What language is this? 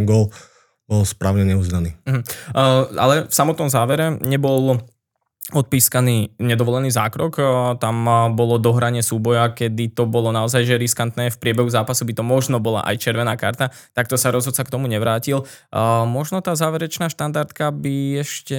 Slovak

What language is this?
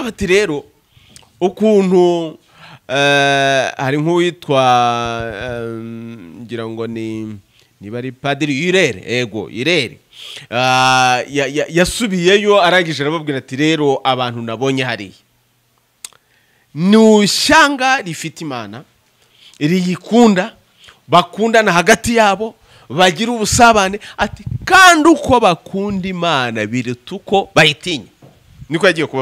Kinyarwanda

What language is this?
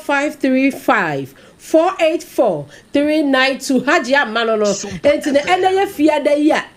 Akan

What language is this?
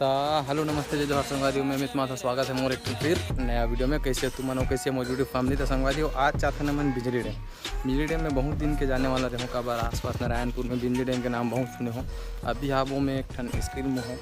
Chhattisgarhi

